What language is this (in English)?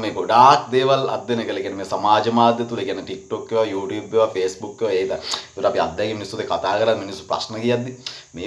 Sinhala